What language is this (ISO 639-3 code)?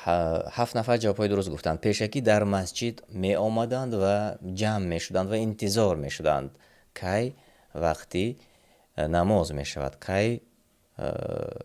tgk